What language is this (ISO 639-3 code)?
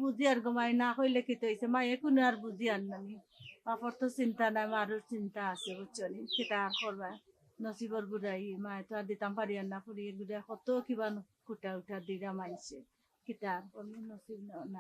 syl